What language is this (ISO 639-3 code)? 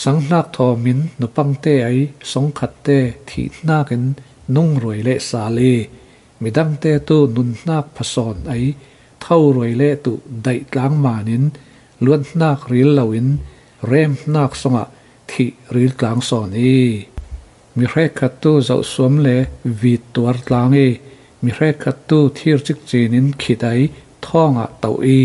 cfm